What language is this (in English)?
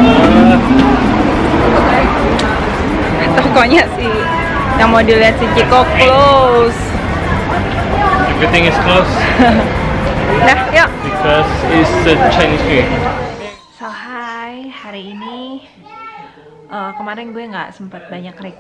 Indonesian